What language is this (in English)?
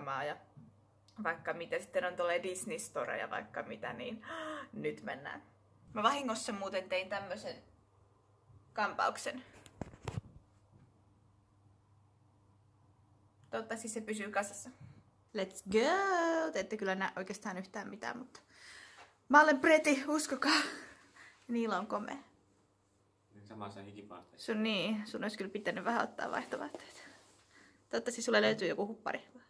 Finnish